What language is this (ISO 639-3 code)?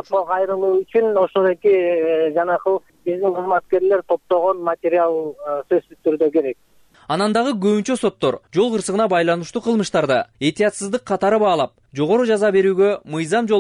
kir